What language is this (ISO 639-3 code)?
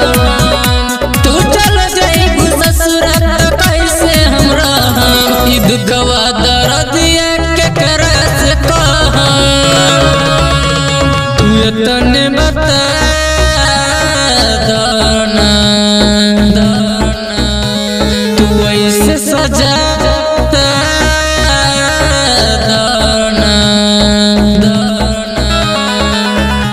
bho